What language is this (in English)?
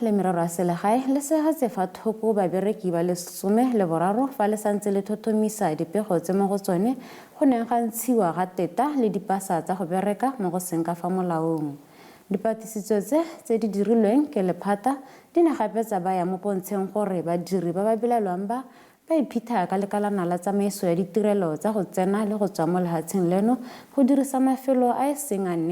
Tswana